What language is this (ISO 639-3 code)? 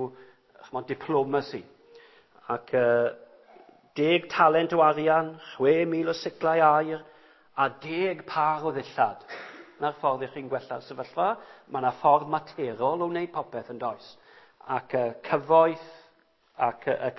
cym